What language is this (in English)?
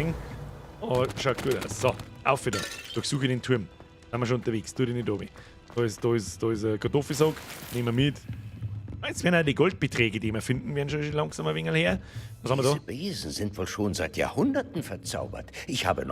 Bavarian